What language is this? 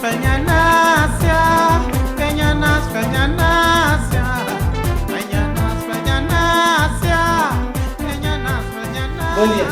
Kabuverdianu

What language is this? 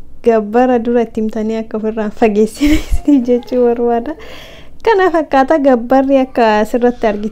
Oromo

